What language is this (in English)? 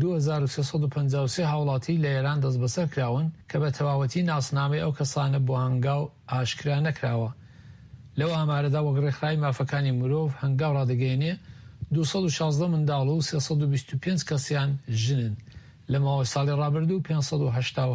Central Kurdish